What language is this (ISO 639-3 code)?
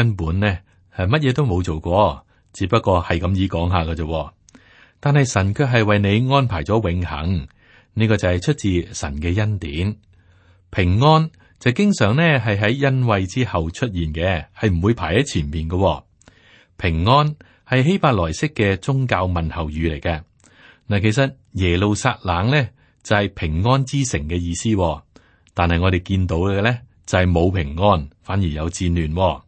yue